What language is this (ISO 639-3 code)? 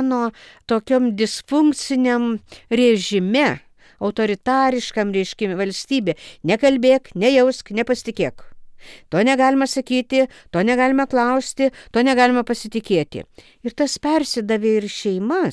lit